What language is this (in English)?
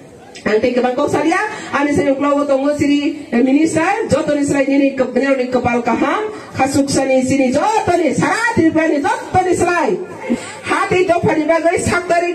Riang (India)